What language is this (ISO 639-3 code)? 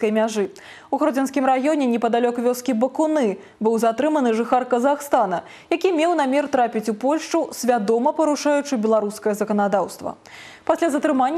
bel